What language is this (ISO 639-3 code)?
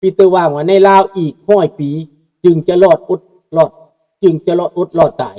lao